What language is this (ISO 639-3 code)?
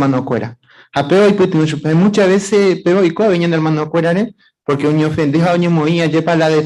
grn